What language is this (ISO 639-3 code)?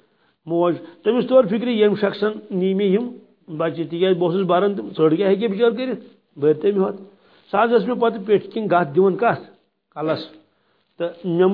kas